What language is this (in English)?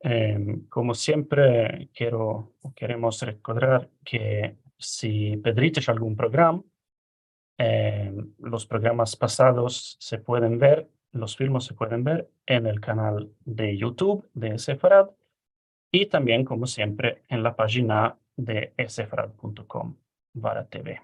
Ladino